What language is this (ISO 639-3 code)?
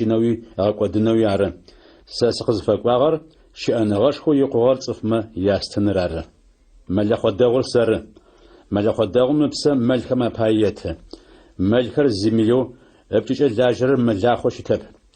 ady